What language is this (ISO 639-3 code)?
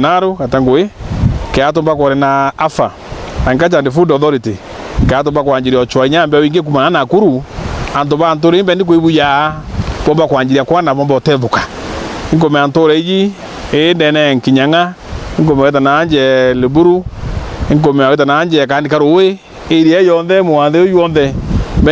mer